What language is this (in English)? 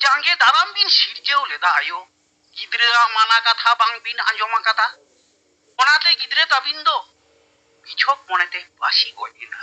Santali